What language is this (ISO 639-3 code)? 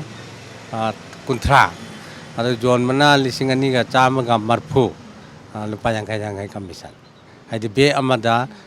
mni